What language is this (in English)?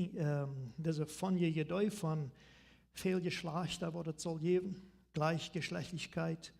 Plautdietsch